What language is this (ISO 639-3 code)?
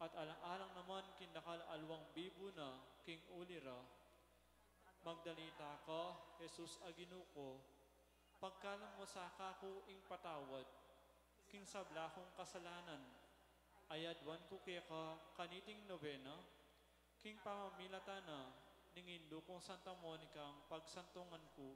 pam